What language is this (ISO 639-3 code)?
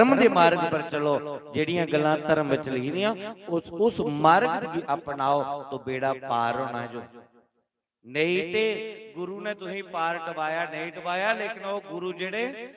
doi